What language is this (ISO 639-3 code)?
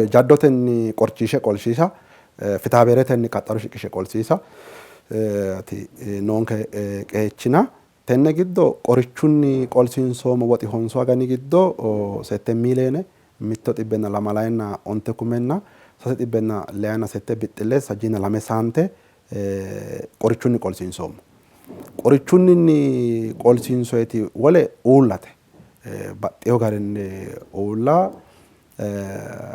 sid